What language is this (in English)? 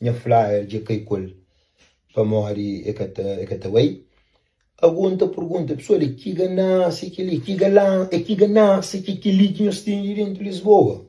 Kabuverdianu